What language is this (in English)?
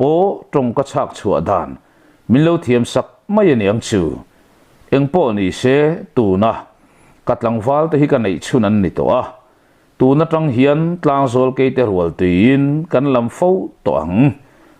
Mizo